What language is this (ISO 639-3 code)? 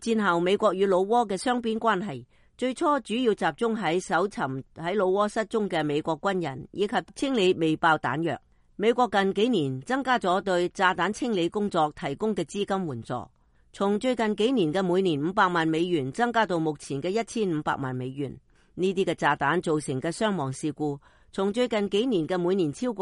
yue